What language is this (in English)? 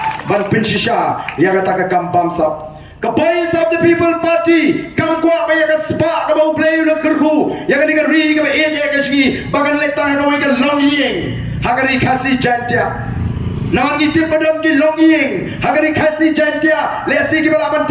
Khasi